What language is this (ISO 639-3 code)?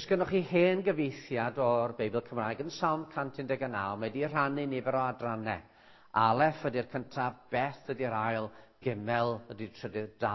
cym